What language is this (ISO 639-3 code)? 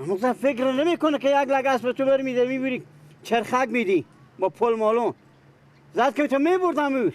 fas